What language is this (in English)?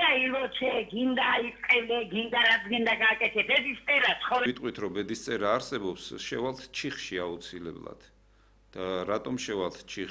Georgian